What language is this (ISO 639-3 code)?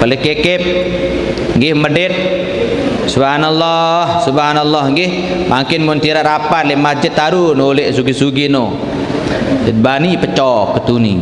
sas